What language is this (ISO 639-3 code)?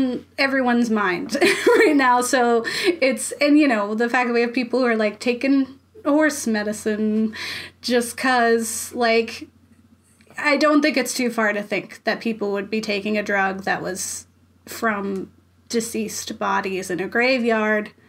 eng